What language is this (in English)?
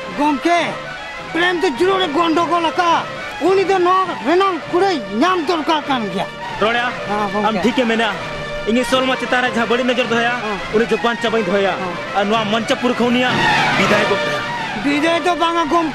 Santali